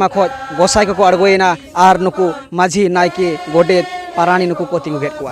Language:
Santali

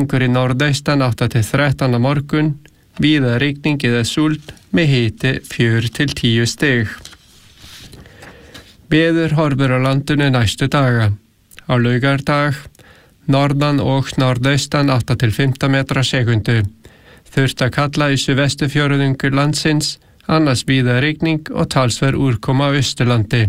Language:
Icelandic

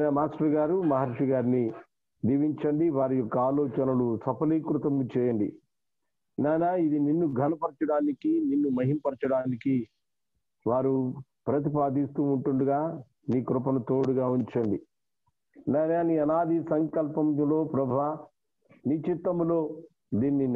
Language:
Telugu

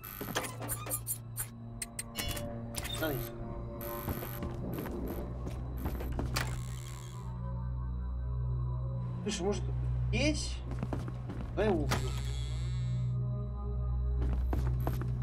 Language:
Russian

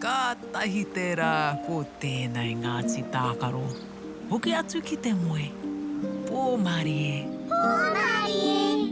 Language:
Māori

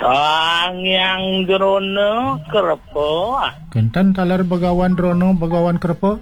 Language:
Balinese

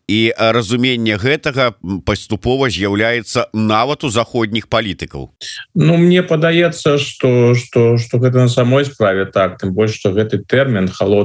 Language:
Belarusian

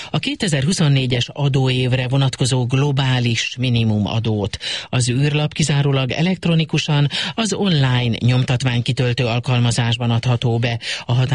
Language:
Hungarian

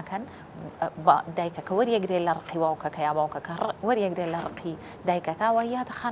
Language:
Central Kurdish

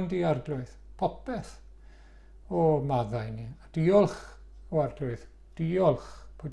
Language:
Welsh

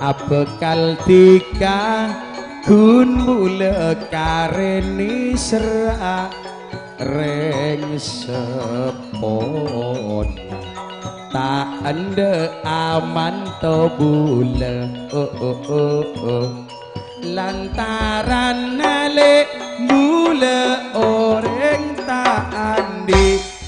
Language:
Madurese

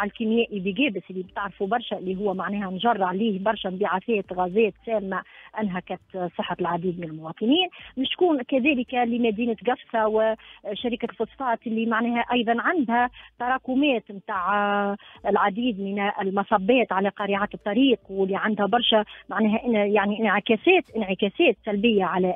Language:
Tunisian Arabic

